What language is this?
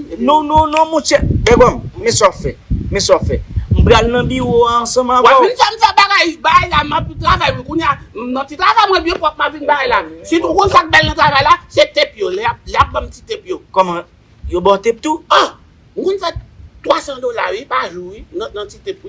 Haitian Creole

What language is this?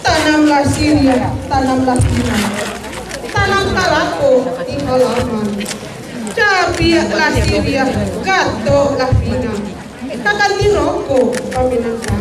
Minangkabau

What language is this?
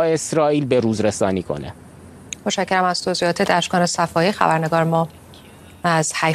Persian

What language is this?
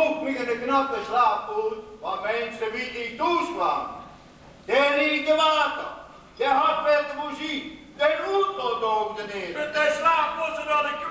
Limburgish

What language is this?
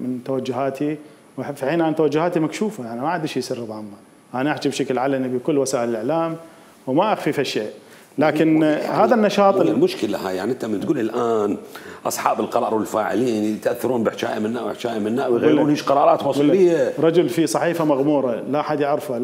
Mesopotamian Arabic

